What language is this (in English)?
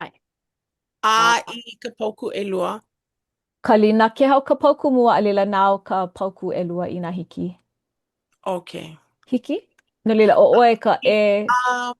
Hawaiian